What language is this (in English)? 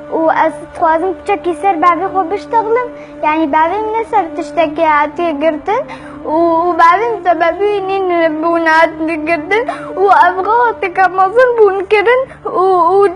Kurdish